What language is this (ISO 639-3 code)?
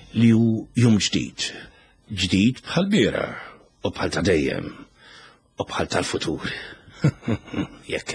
mlt